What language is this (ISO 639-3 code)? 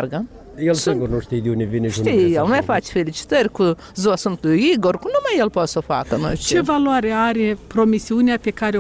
ron